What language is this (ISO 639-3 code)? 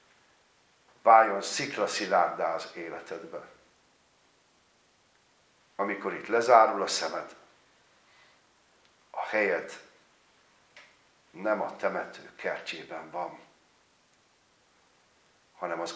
hun